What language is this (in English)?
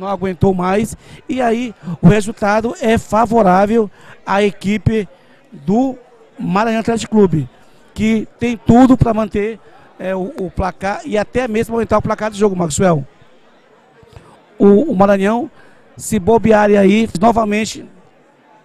Portuguese